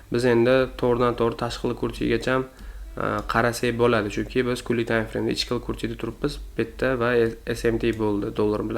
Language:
Uzbek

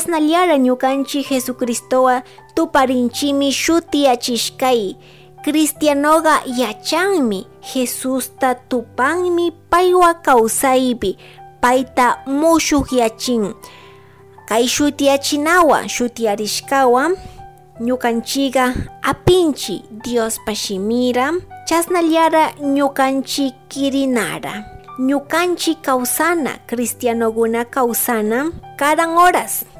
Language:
Chimborazo Highland Quichua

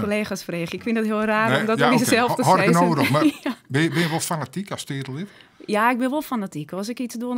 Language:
Western Frisian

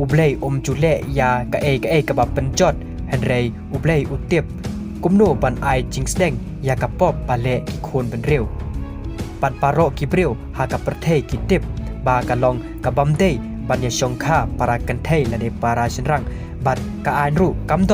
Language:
Khasi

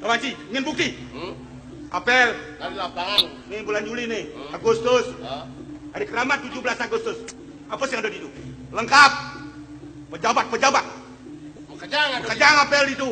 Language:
Balinese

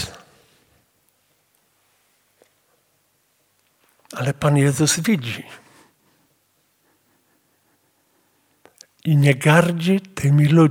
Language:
Polish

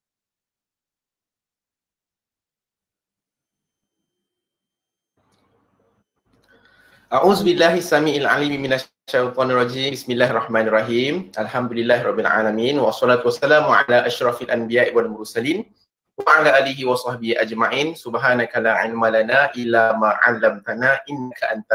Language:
Malay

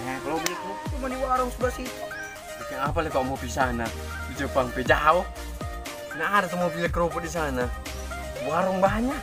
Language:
Manado Malay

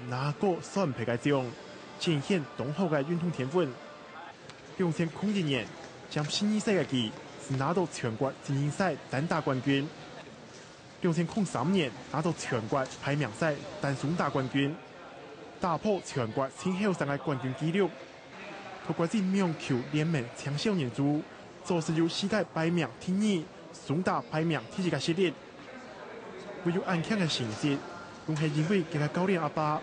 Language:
Hakka Chinese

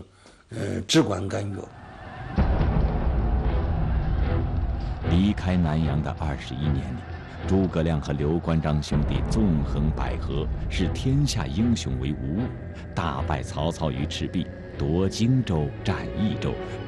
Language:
Chinese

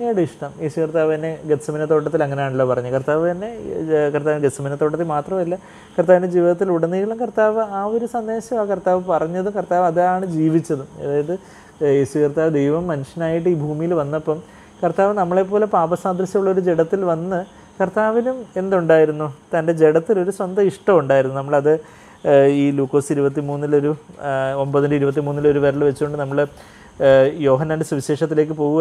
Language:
Malayalam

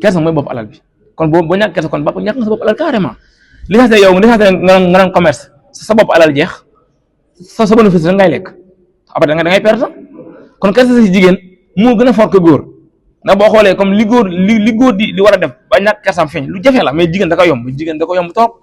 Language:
Wolof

